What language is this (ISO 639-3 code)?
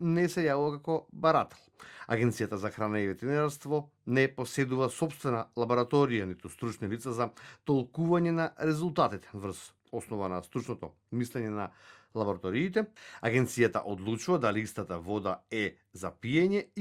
mkd